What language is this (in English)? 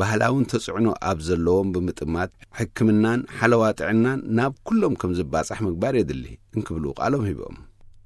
Tigrinya